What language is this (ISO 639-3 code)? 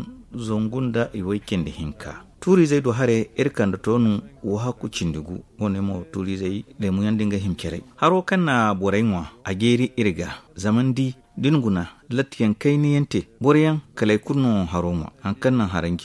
dje